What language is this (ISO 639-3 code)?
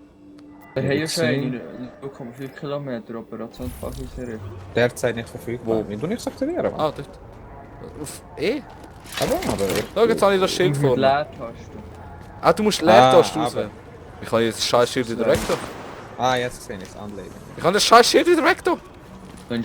gsw